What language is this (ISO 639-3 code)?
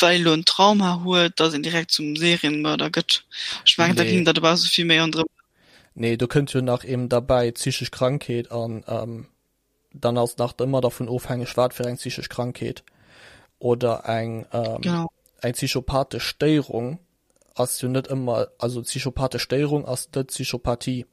ltz